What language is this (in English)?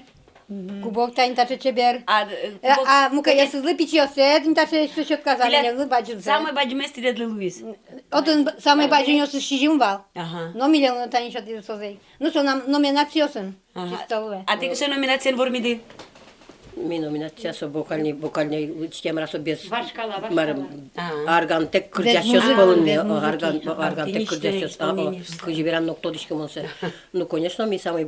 Udmurt